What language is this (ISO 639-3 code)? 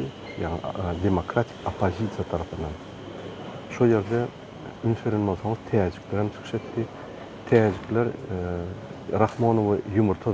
tuk